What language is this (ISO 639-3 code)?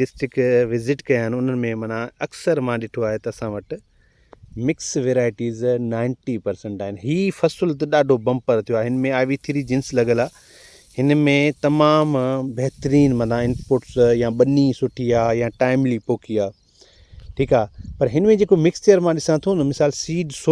snd